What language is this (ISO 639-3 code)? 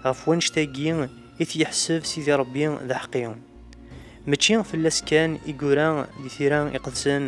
kab